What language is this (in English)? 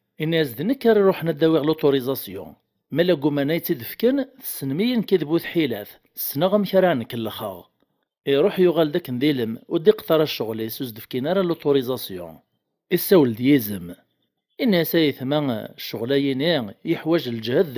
Kabyle